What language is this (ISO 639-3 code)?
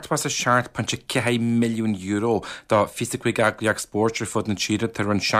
gle